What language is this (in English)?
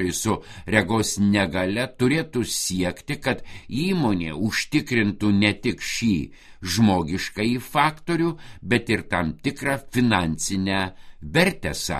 Lithuanian